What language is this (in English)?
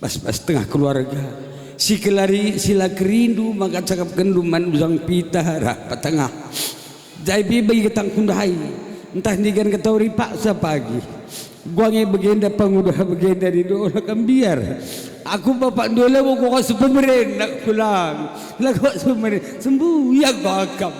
Batak Karo